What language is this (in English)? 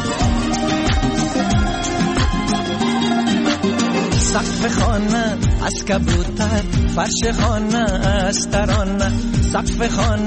Persian